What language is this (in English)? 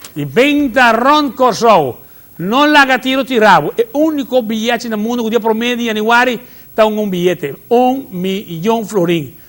Papiamento